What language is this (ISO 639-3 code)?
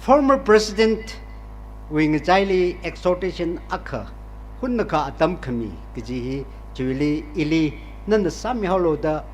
nmf